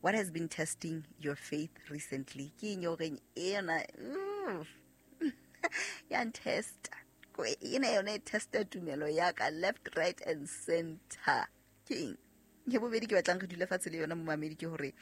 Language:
Southern Sotho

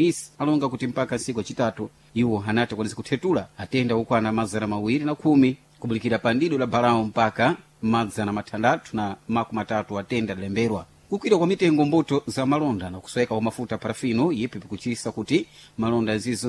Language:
Sena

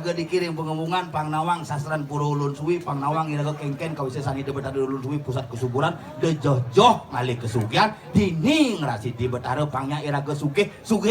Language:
Balinese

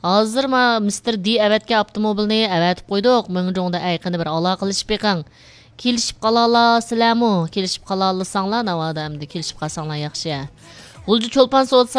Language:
Uyghur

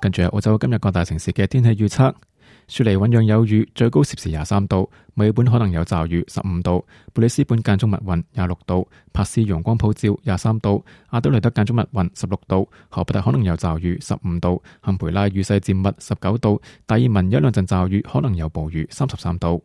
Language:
Cantonese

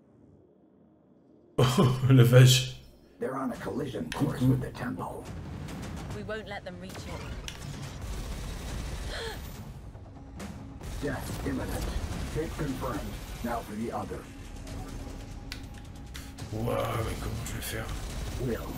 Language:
French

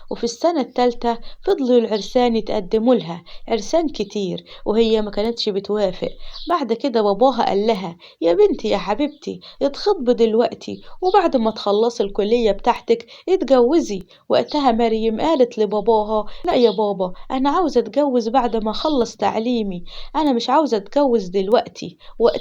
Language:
Egyptian Arabic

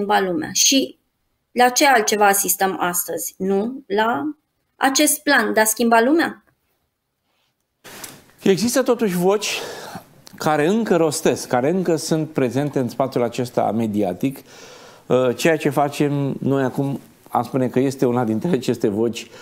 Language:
Romanian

